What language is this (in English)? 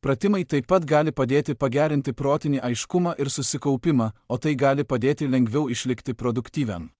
Lithuanian